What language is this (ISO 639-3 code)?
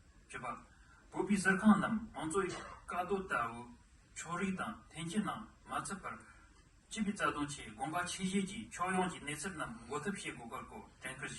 bod